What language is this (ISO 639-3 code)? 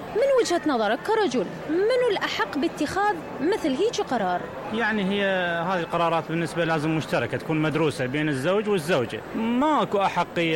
acm